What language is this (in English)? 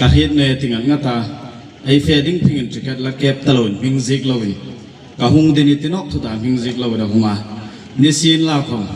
Hmar